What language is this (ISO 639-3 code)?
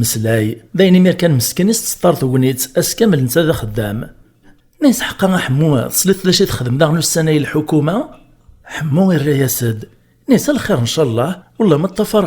kab